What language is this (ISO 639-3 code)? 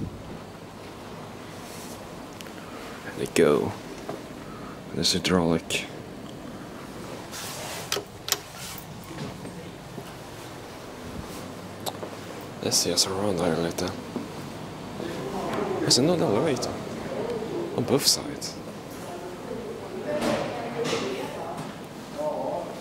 swe